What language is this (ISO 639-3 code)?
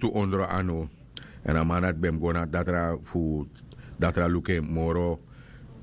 srn